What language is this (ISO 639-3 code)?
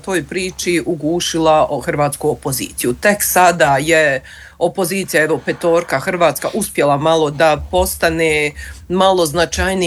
hrv